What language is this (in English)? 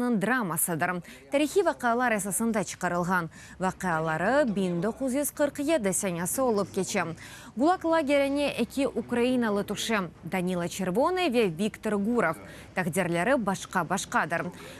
Crimean Tatar